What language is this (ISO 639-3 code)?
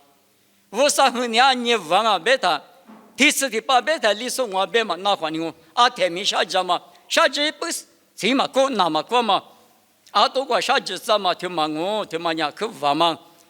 lis